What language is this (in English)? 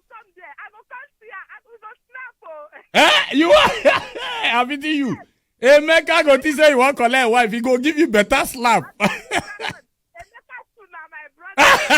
Nigerian Pidgin